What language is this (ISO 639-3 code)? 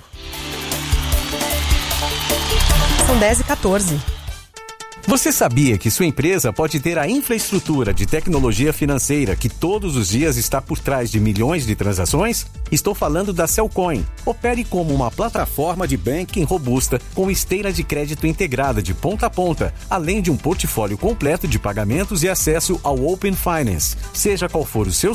por